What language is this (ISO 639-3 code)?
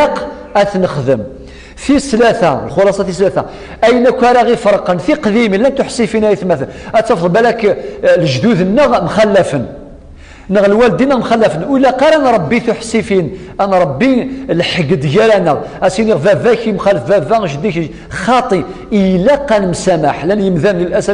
kab